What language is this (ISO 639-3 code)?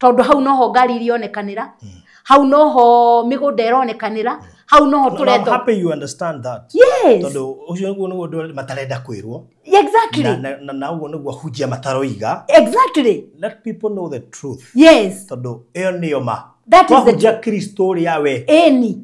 kik